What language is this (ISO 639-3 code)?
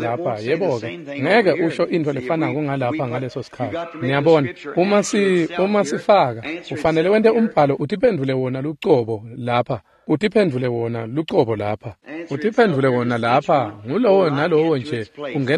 ssw